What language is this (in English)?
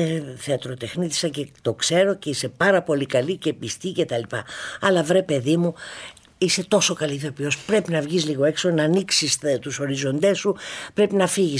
Greek